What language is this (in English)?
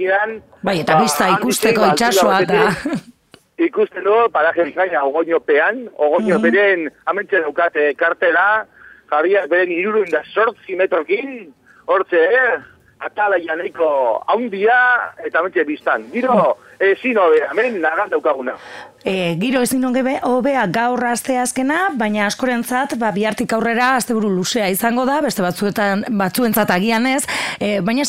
Basque